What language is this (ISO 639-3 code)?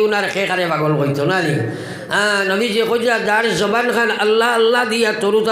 syl